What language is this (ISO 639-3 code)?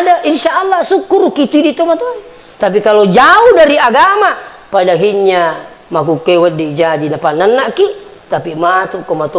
bug